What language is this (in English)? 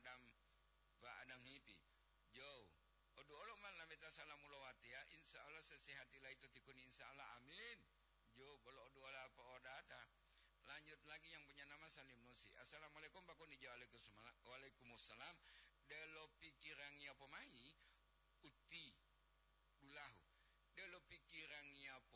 Gorontalo